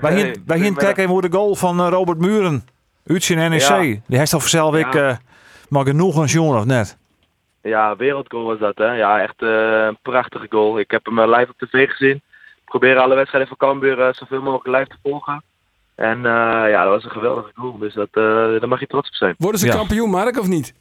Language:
Western Frisian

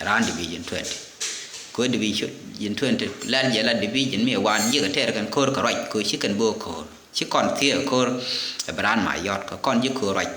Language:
Nuer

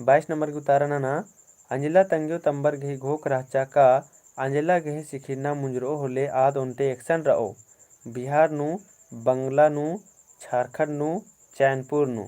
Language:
Kurukh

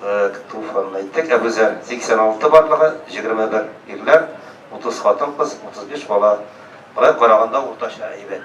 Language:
Tatar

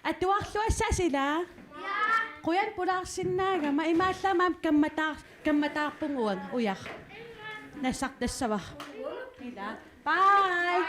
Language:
Kalaallisut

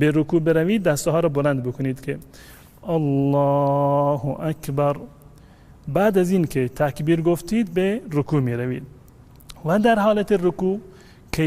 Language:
Tajik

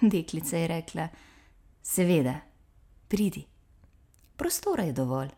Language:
Slovenian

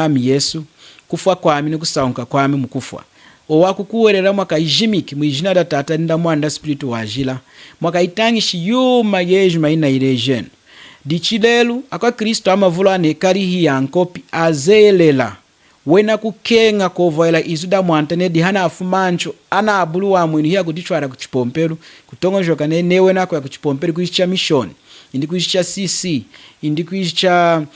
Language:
Lunda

